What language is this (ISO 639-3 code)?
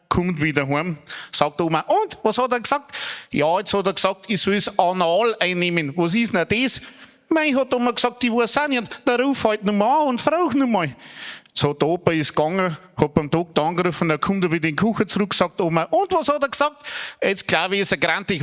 bar